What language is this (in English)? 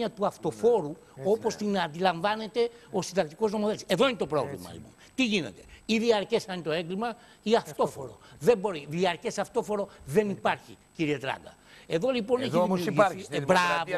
Greek